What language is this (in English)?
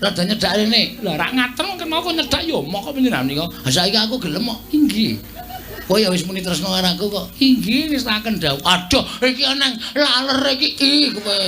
Javanese